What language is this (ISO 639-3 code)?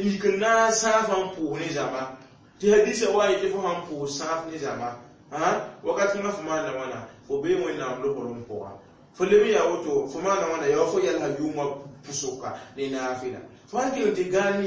mos